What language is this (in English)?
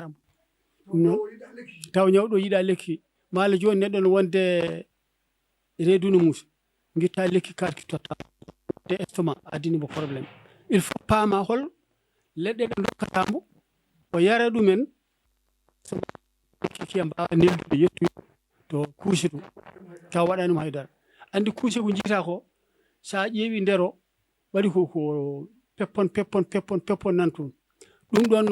Fula